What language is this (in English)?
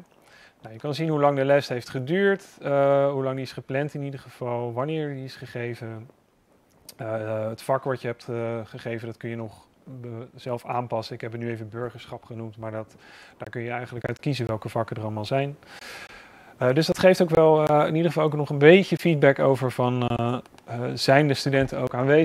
Dutch